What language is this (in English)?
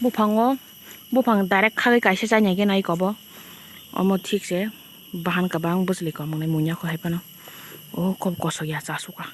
Kok Borok